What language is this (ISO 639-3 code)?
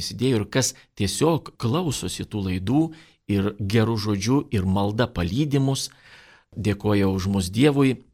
lit